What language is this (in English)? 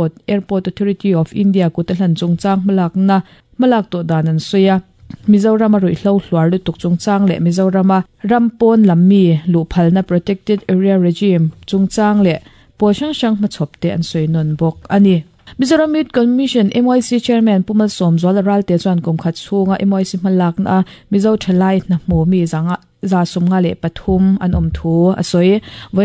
Mizo